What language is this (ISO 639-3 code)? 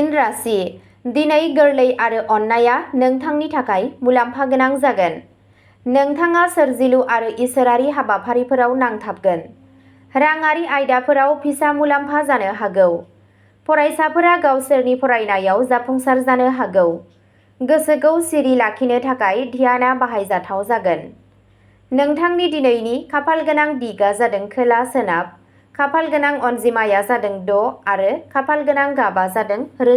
brx